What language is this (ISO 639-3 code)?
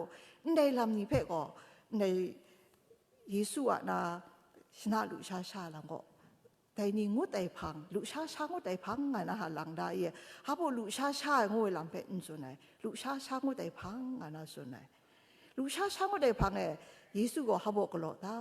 kac